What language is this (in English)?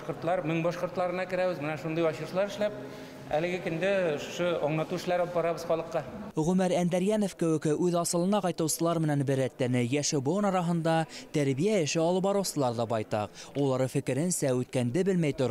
Bashkir